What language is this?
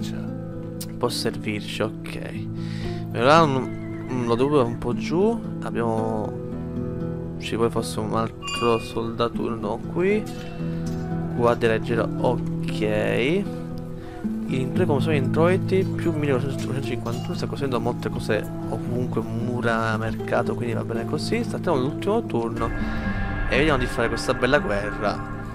Italian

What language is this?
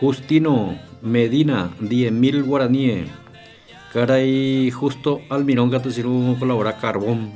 Guarani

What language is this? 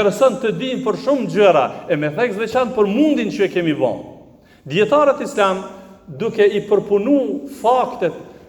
Albanian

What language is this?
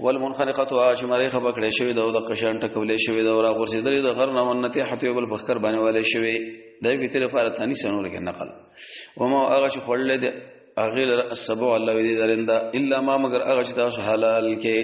Pashto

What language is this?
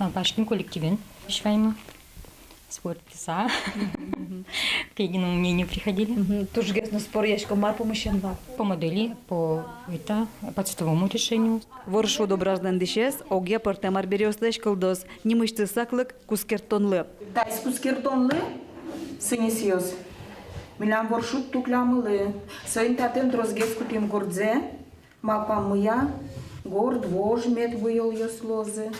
Udmurt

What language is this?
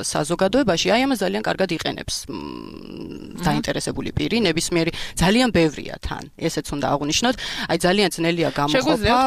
Georgian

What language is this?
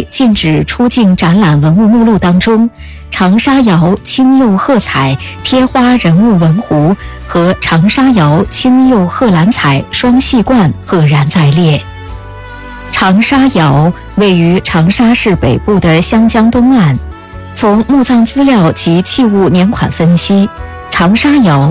Chinese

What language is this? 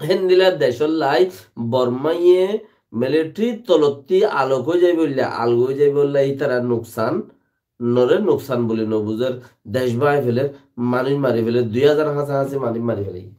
Rohingya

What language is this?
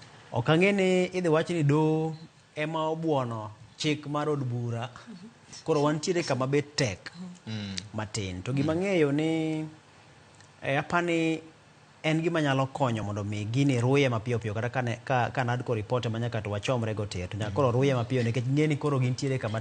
Luo (Kenya and Tanzania)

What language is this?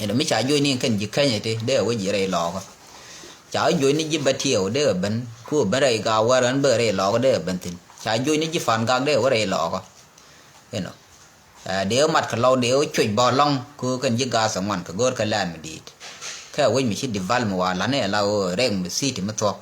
Nuer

